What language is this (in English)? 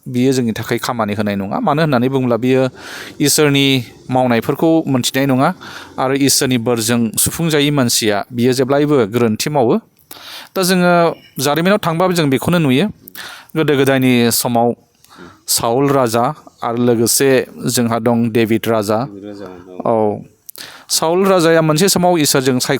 Bodo